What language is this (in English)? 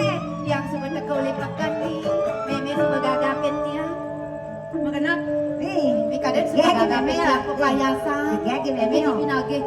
Balinese